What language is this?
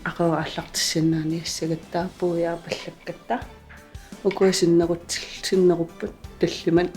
Kalaallisut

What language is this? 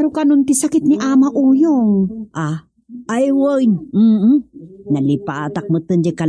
Iloko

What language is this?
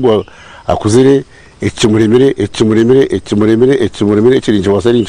Nyankole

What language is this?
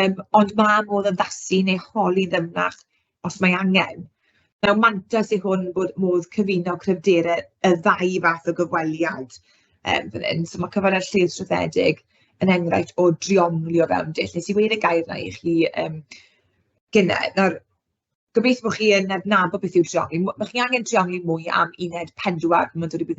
Welsh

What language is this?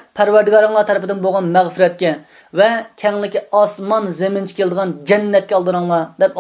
Uyghur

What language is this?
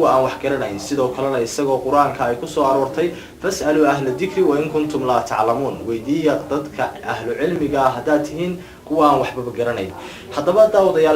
Somali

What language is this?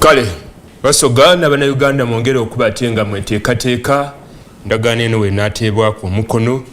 Soga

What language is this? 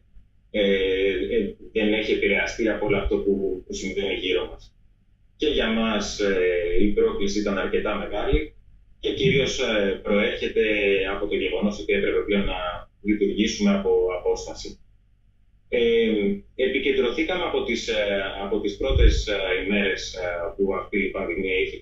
Greek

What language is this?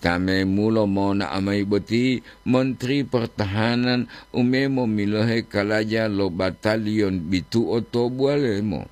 Gorontalo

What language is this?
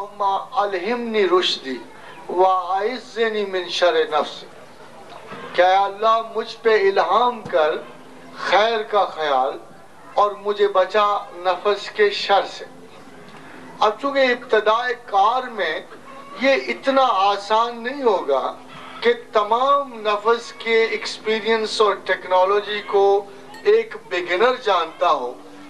Urdu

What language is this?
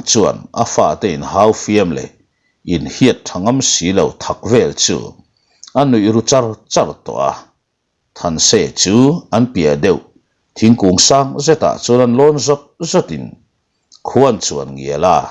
Mizo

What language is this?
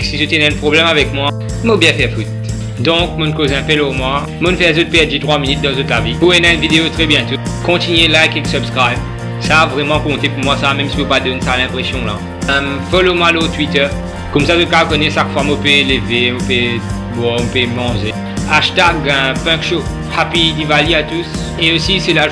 Morisyen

